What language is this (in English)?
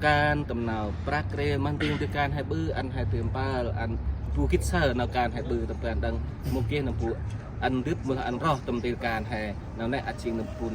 Central Mnong